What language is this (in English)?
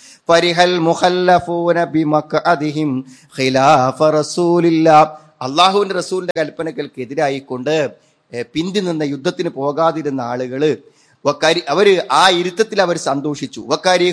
Malayalam